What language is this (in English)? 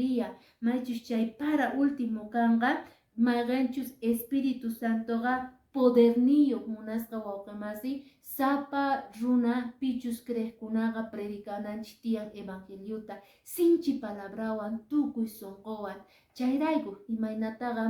Quechua